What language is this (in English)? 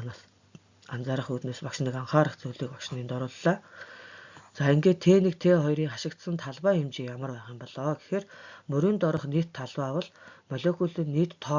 Mongolian